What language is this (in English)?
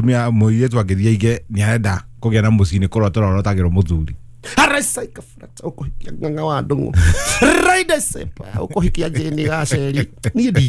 Kikuyu